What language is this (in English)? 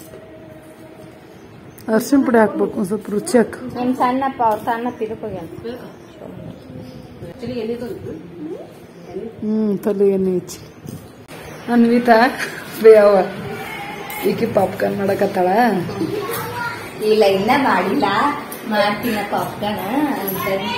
Kannada